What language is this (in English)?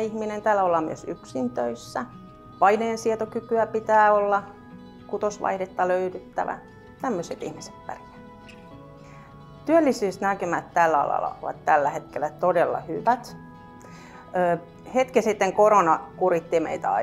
Finnish